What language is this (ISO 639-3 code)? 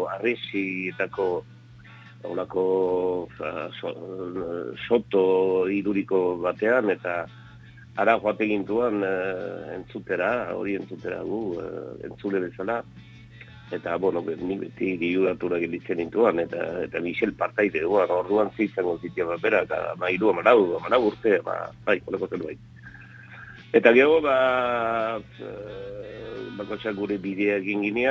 eus